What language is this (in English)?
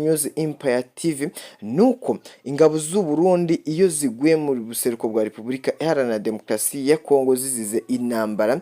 Rundi